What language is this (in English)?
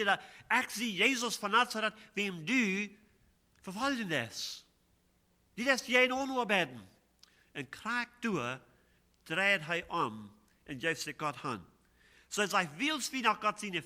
Plautdietsch